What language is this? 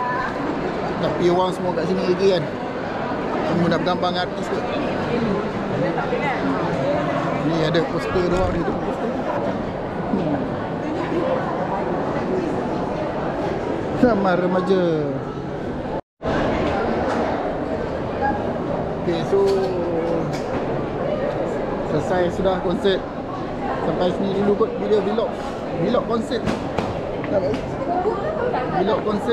Malay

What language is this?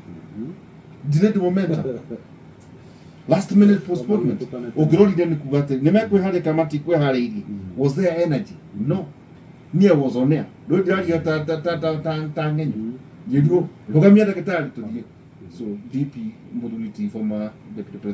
Kikuyu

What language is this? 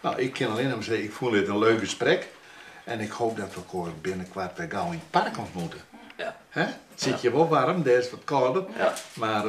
Western Frisian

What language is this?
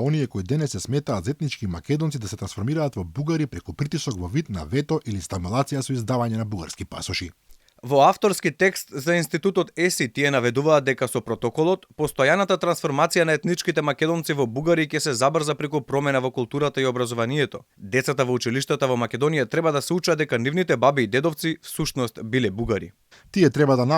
Macedonian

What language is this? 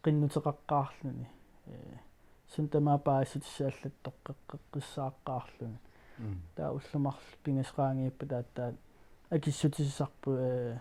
Kalaallisut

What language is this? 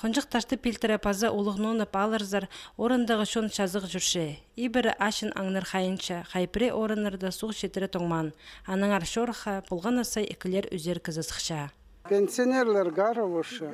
Khakas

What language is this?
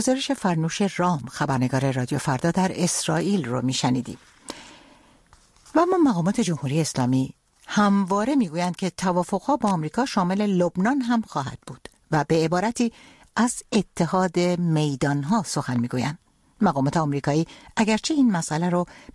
Persian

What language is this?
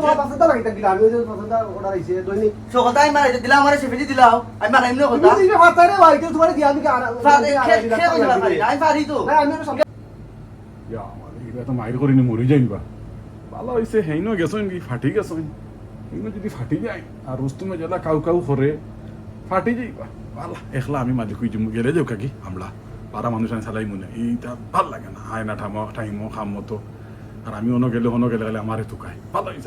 Sylheti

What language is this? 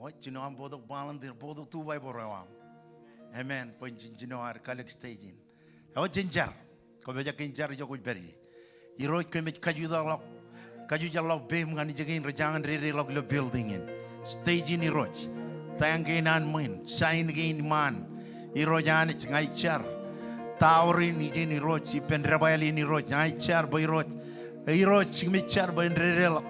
Marshallese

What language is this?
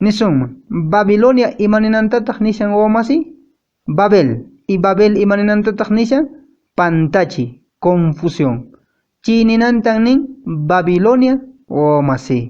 Quechua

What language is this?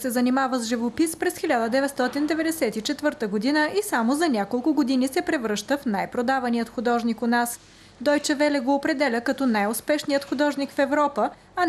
Bulgarian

